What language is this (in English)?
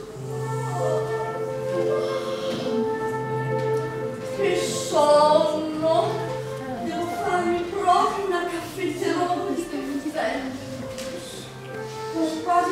Italian